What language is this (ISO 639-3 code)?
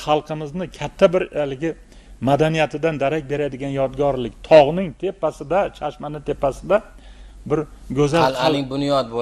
uzb